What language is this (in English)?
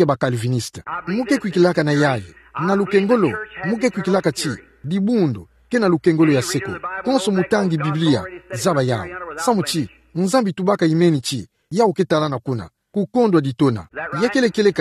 Kituba (Democratic Republic of Congo)